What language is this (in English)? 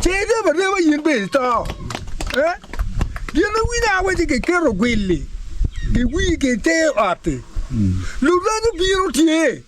Acoli